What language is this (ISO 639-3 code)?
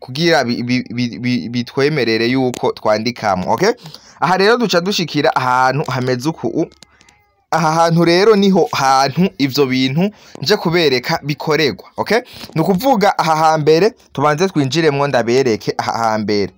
run